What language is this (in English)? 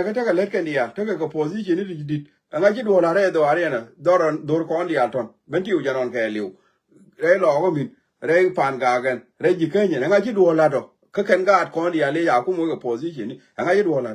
Nuer